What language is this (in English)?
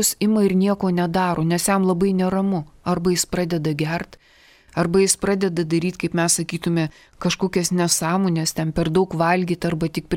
Lithuanian